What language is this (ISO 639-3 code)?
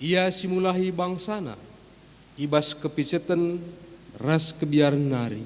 btx